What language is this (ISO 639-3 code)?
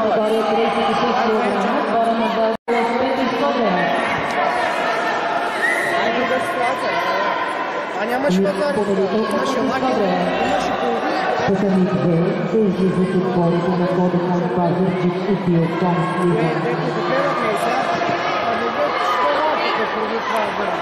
bul